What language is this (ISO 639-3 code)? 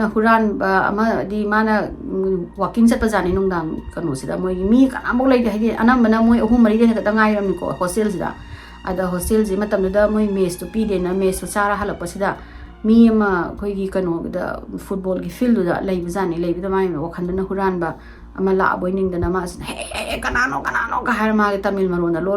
mni